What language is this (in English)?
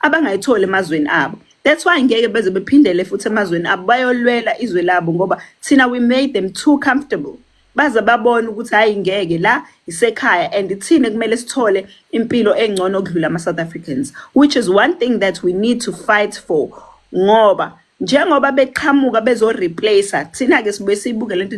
Zulu